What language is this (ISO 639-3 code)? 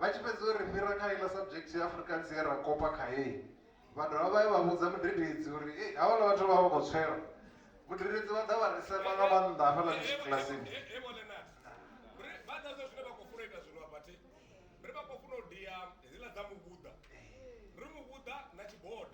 ven